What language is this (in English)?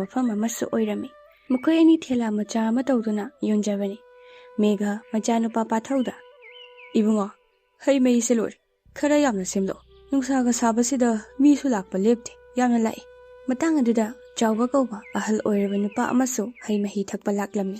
Manipuri